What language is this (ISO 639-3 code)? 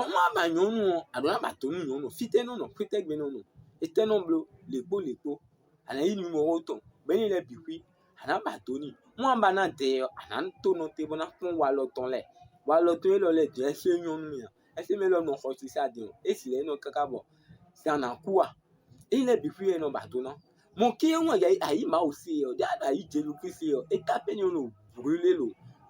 fon